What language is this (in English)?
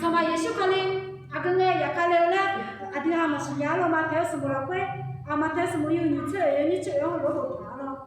Akha